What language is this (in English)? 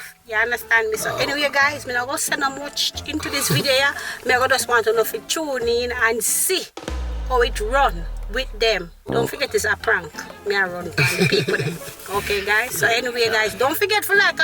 Jamaican Creole English